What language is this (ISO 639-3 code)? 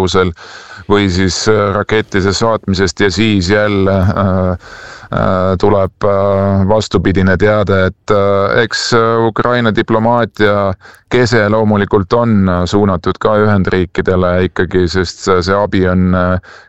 est